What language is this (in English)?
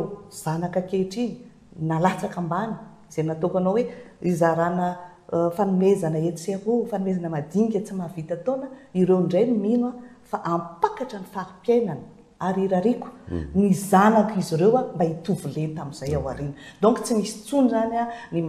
Malagasy